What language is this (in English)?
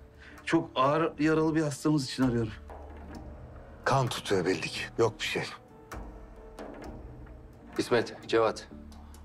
Turkish